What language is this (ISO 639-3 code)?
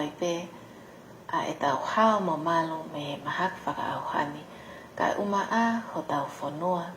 ton